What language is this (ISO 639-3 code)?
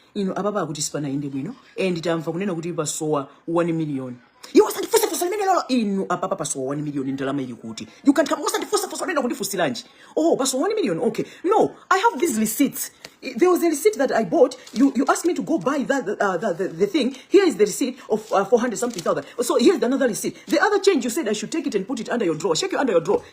nya